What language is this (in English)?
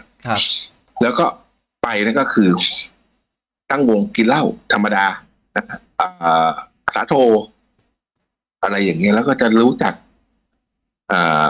Thai